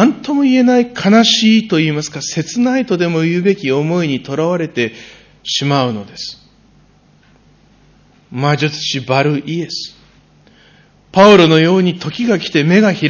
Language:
Japanese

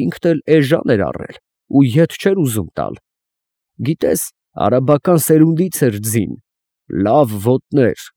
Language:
Armenian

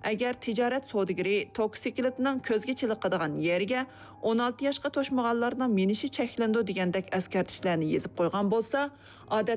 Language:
Uyghur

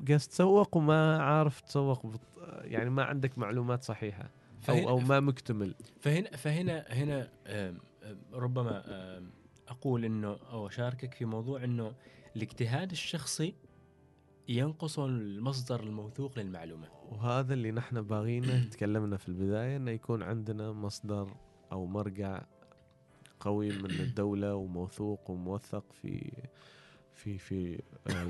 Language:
Gulf Arabic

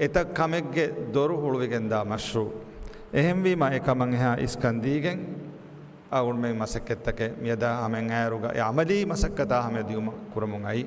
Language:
Divehi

